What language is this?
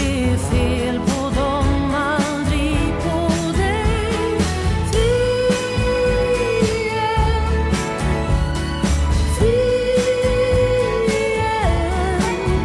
Swedish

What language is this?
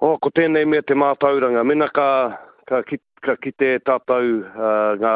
Māori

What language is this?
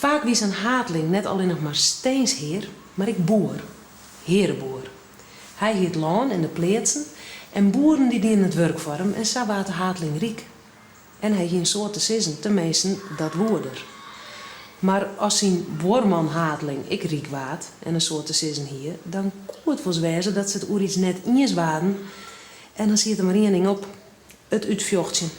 Western Frisian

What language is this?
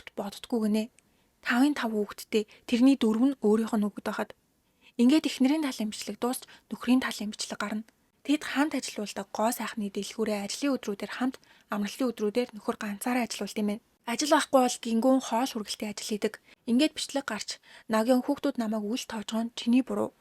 Mongolian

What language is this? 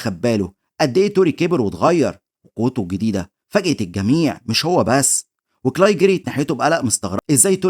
Egyptian Arabic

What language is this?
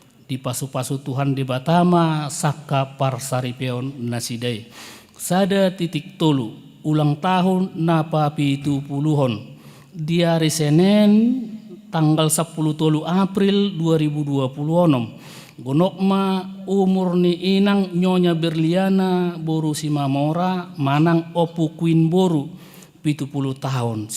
Batak Toba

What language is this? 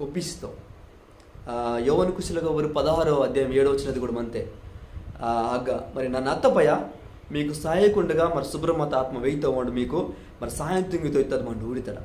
Koya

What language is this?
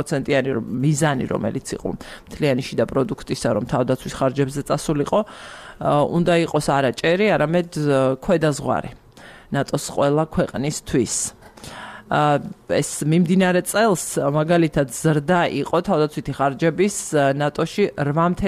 Georgian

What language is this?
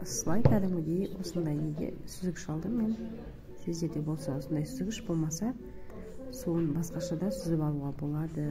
Kazakh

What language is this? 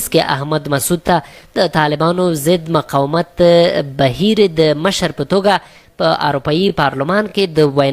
Pashto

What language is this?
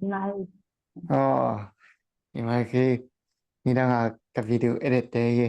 Tedim Chin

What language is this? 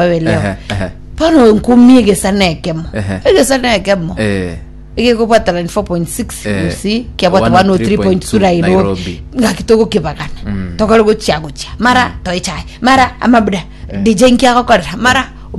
Gusii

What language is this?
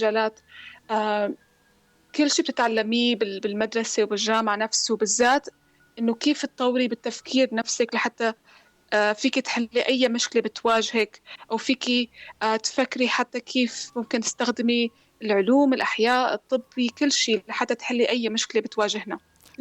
North Levantine Arabic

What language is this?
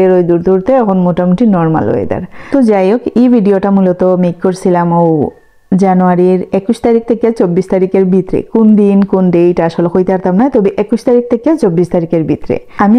Sylheti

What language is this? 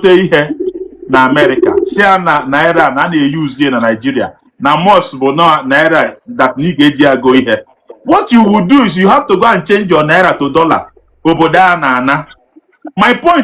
Igbo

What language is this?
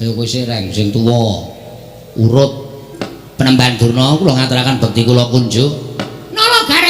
Javanese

